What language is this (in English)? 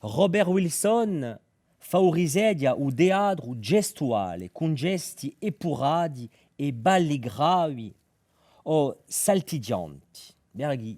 Corsican